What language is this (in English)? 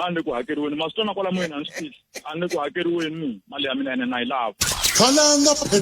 Tsonga